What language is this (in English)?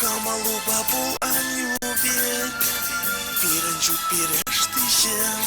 Chuvash